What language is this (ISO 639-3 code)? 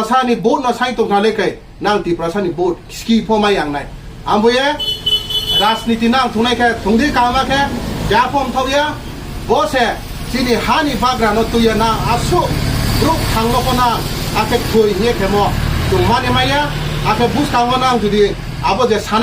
ria